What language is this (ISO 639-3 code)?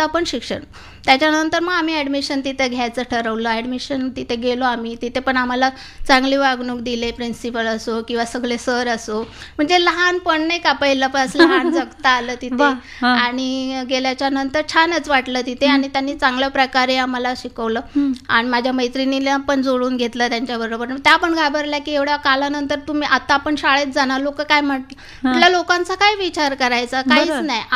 mar